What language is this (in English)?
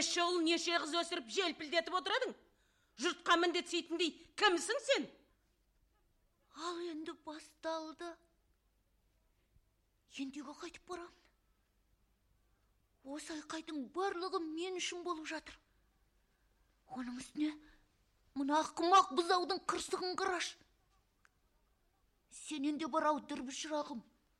Kazakh